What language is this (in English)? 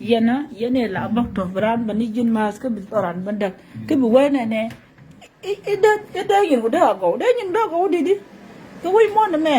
Nuer